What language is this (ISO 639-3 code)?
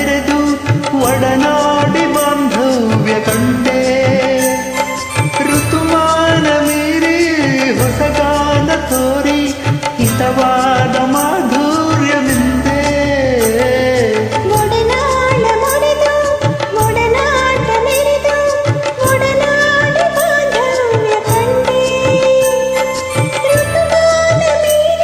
kan